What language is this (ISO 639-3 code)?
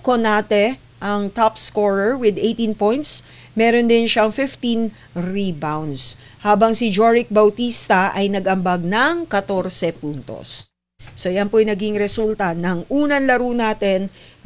fil